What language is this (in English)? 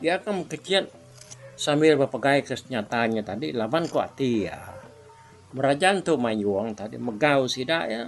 Iban